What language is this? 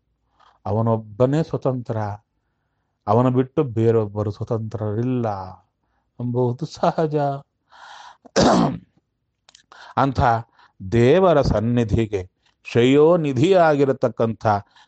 Kannada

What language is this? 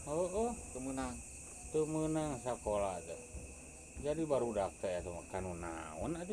Sundanese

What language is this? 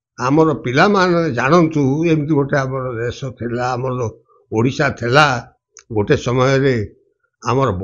Odia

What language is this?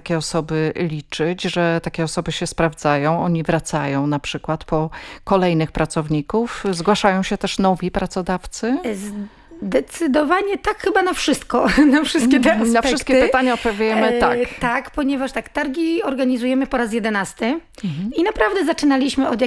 Polish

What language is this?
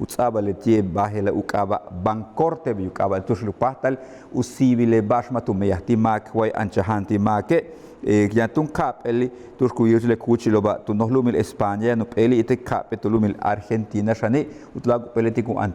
Yucateco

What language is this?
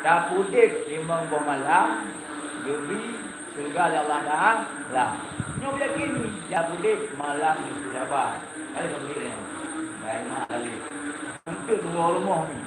Achinese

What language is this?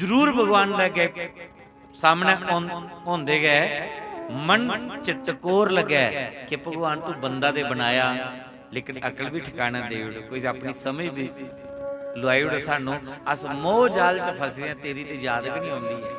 Dogri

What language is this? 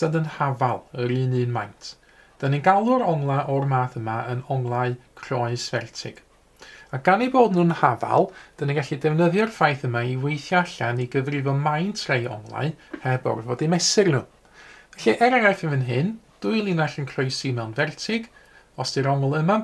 Welsh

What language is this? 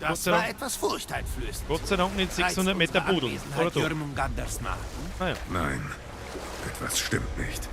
Bavarian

